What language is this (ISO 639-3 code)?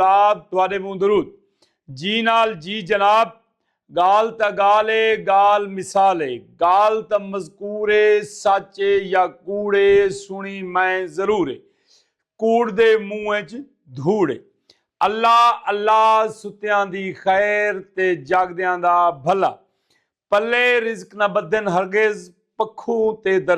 skr